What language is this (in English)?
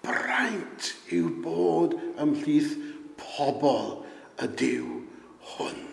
Welsh